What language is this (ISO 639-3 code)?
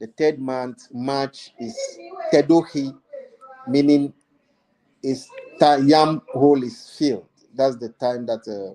ewe